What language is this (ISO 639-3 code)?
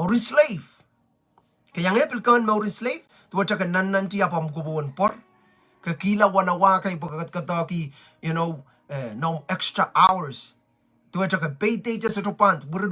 pon